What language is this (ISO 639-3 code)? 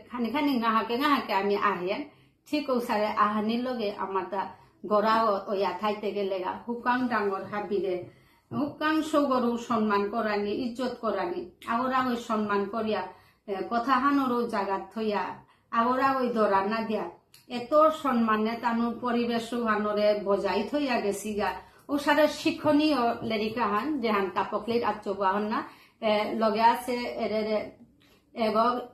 bpy